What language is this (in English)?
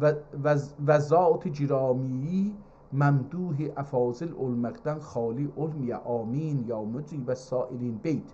South Azerbaijani